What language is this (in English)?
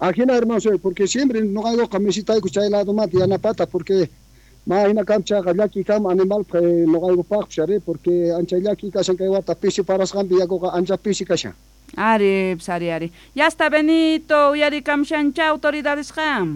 South Bolivian Quechua